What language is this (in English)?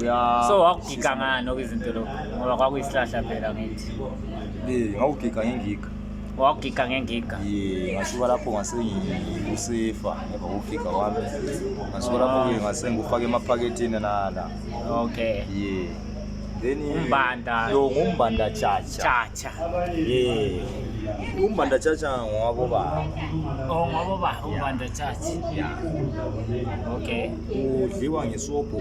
Zulu